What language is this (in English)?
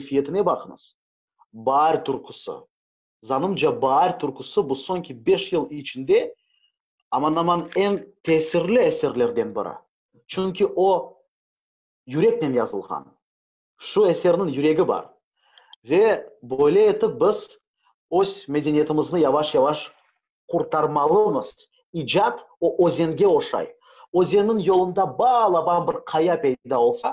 Crimean Tatar